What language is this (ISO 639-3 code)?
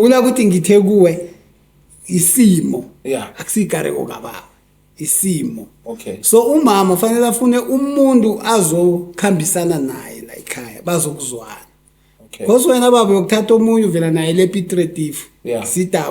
zul